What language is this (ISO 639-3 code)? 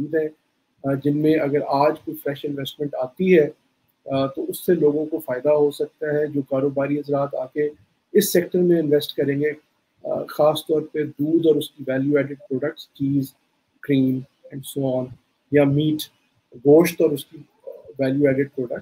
urd